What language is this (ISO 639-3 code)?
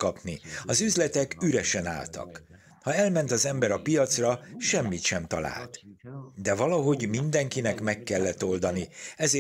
hun